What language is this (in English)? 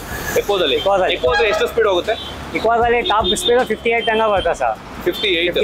Kannada